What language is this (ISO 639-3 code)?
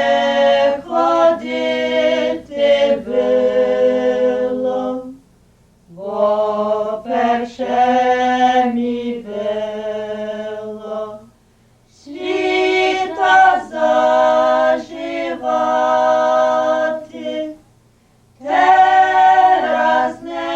rue